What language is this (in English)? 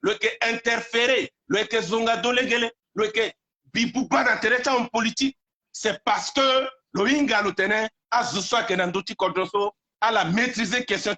Sango